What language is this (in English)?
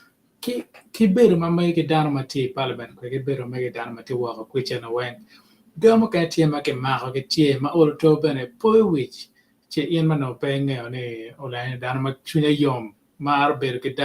Acoli